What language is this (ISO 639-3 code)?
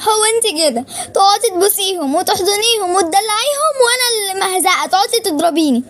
arz